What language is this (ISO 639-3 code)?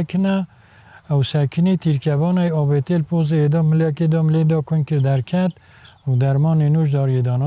kur